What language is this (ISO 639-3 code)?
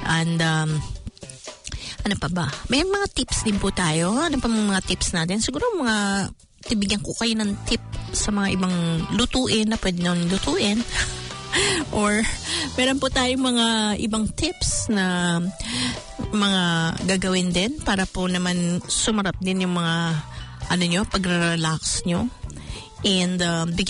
fil